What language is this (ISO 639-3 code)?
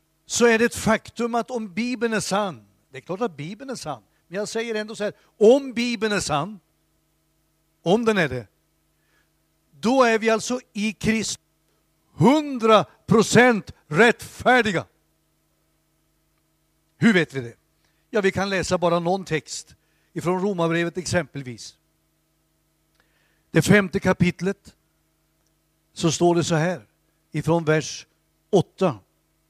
swe